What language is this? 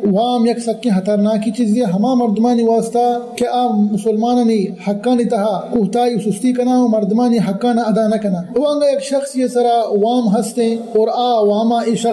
Baluchi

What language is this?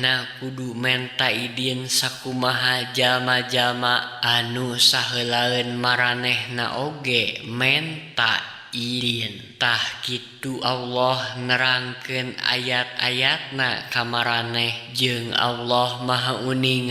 Sundanese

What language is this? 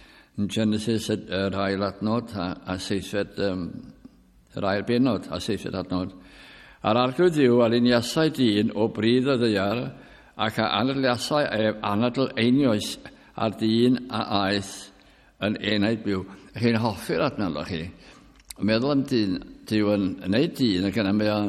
Welsh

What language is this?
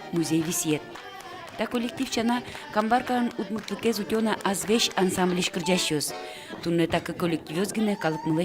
Udmurt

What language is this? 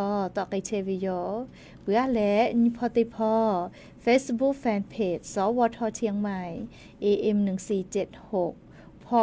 Lahu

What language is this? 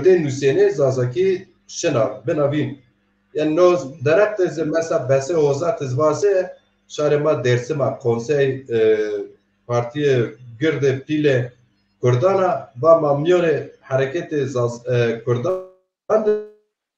Zaza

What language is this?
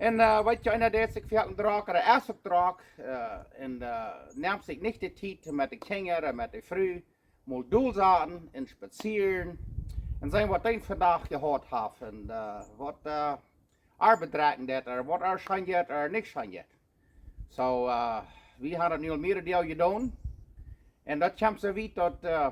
Plautdietsch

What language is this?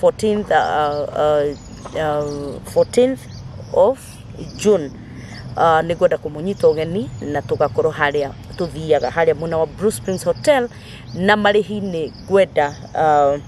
Kikuyu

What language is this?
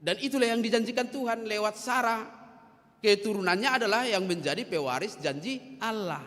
Batak Toba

